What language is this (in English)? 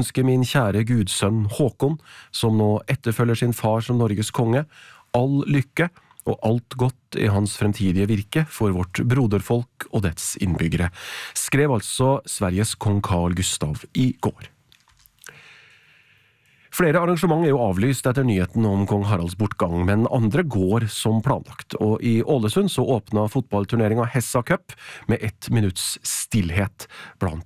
Norwegian